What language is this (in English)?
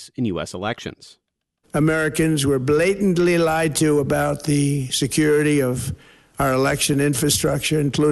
English